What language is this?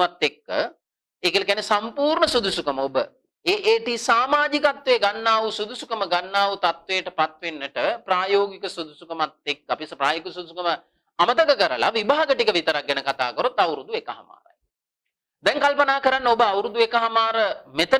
Sinhala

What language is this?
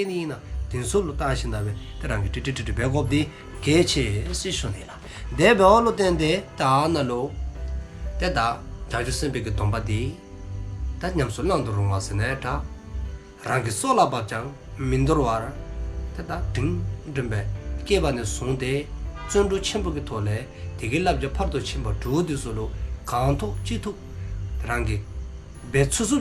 Dzongkha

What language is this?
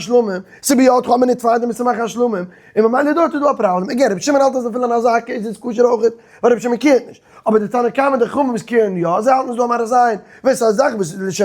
Yiddish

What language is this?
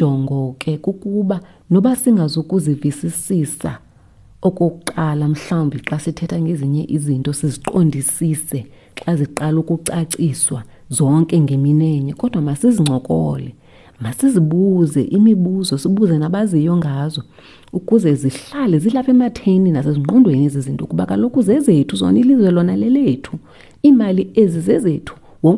Xhosa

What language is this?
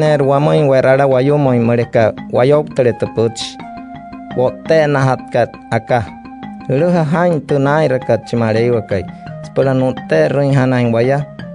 Wayuu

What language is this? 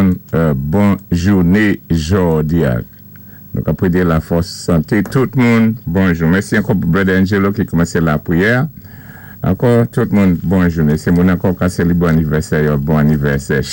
Saint Lucian Creole French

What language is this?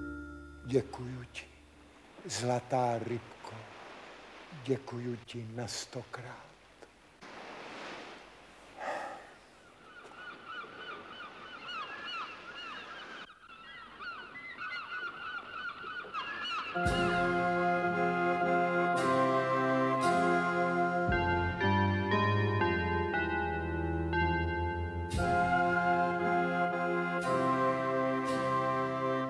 Czech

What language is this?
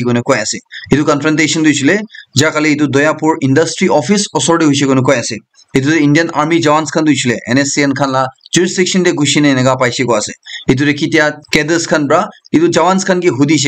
Naga Pidgin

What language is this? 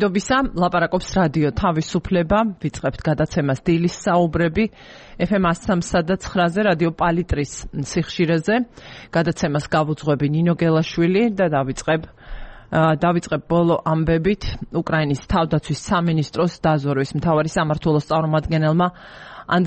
Georgian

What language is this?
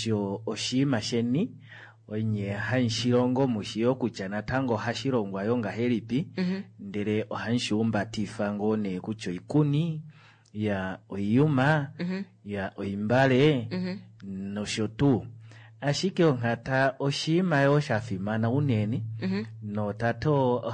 Kuanyama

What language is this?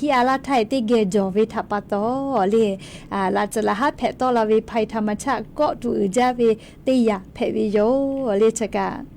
Lahu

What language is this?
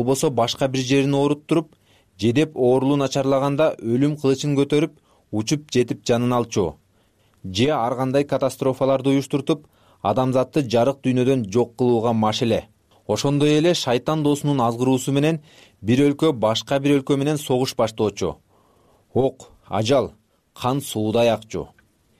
Kyrgyz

